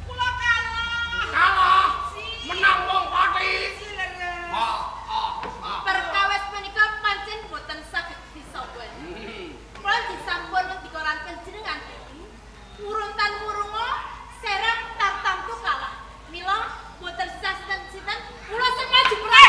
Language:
Javanese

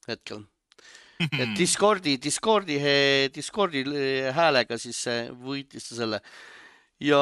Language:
Estonian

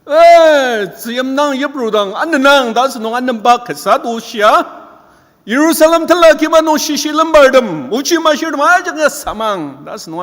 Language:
Ao Naga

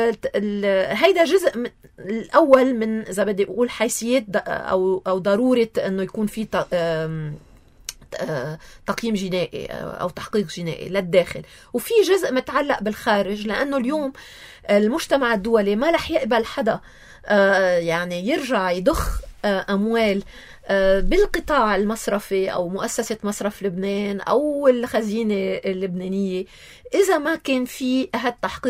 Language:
North Levantine Arabic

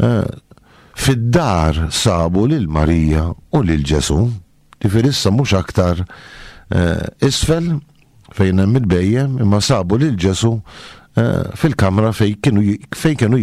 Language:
Maltese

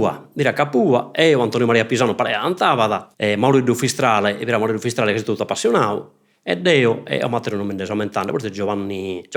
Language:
Sardinian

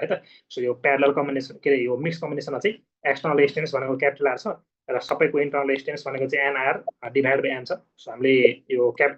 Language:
Nepali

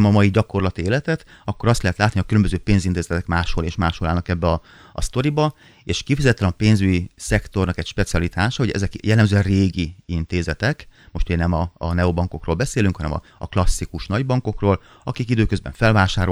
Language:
Hungarian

